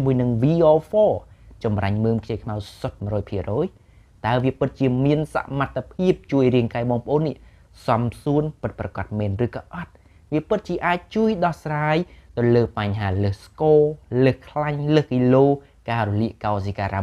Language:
Khmer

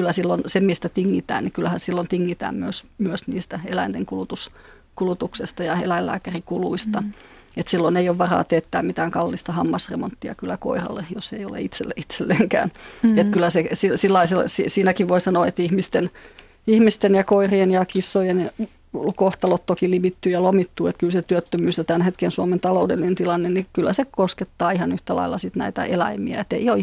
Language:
Finnish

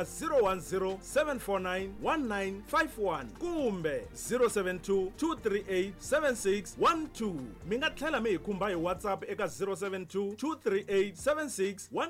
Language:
Tsonga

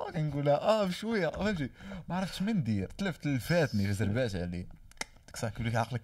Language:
Moroccan Arabic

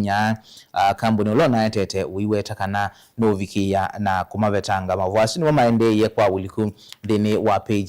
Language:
Kamba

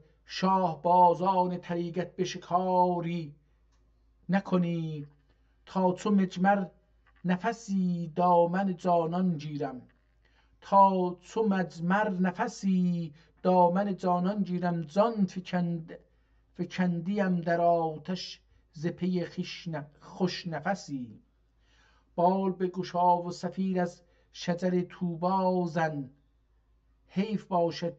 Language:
South Azerbaijani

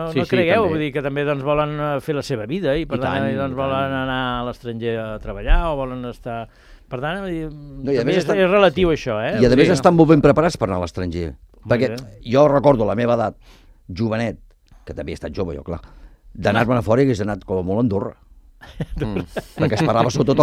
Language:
Catalan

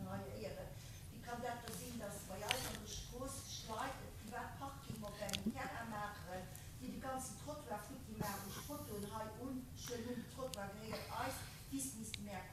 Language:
Luxembourgish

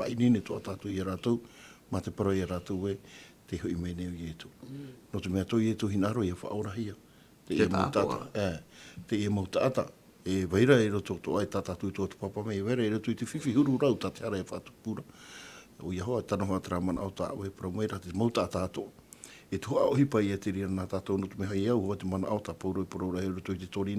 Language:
Tahitian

